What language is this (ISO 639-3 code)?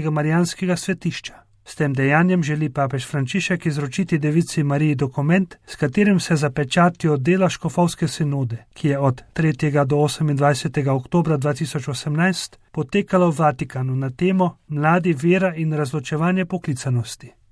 slv